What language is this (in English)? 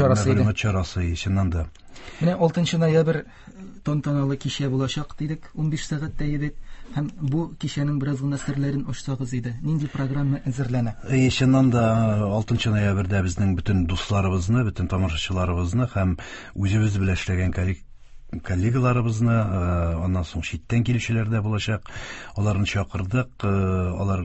Tatar